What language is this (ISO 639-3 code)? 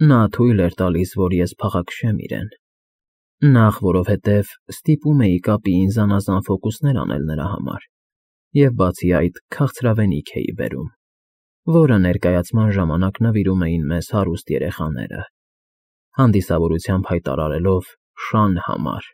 hye